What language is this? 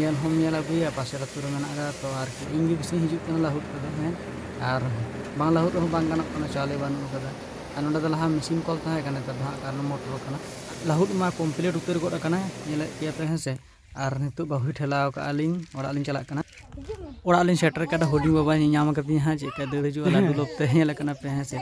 Santali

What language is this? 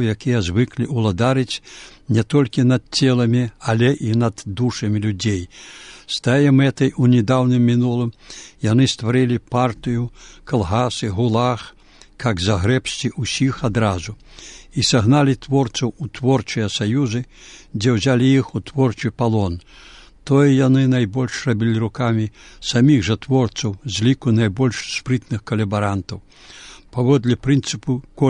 Belarusian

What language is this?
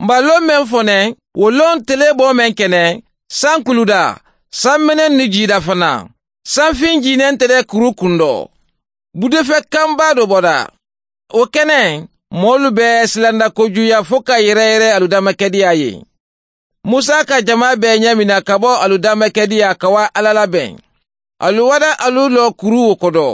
Mandingo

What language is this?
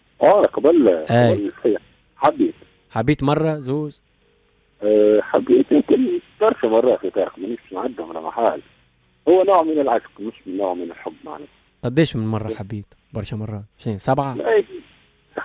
Tunisian Arabic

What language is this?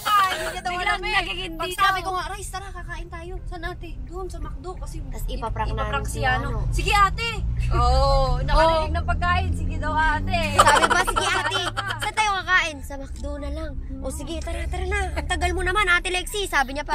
Filipino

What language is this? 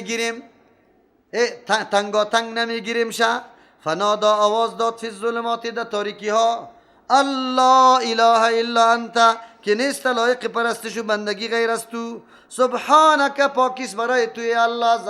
Persian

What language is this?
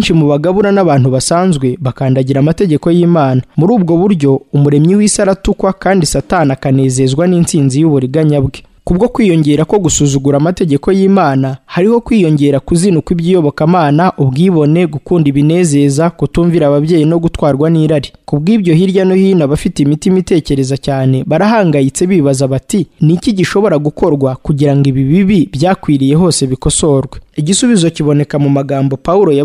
Kinyarwanda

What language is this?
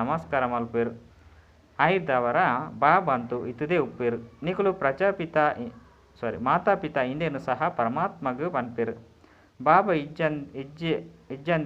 Tulu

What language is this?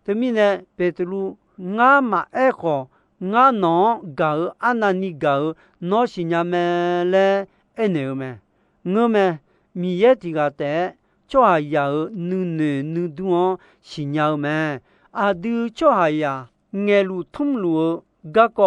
Akha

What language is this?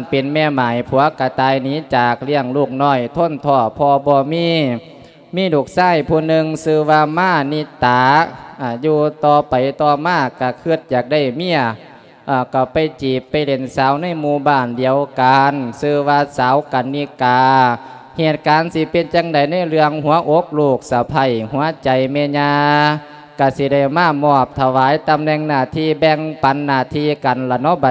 Lao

